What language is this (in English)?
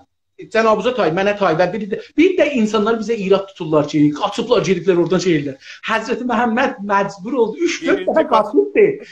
South Azerbaijani